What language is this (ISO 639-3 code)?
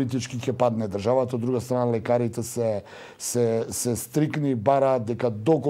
mkd